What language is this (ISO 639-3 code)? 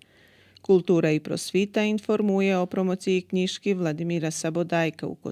rue